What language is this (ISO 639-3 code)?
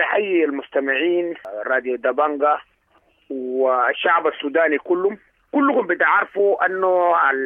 apd